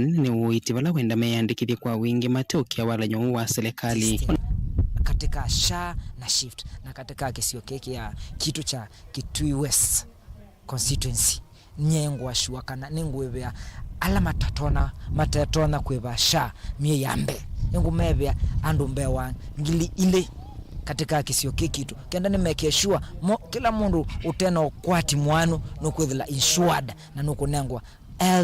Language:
Kamba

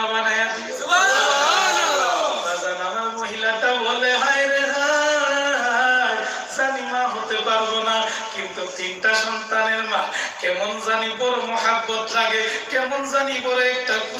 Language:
Sylheti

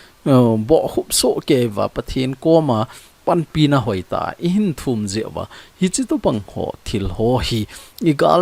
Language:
Thado Chin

